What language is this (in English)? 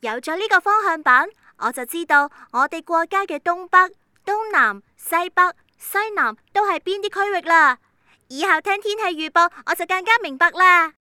Cantonese